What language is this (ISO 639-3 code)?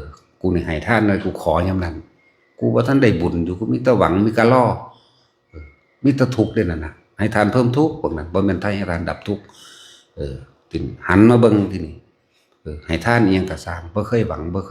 tts